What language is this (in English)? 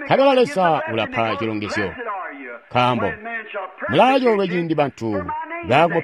Tonga (Zambia)